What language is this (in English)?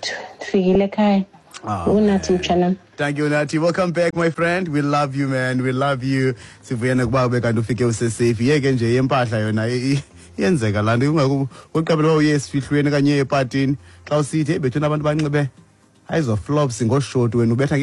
Xhosa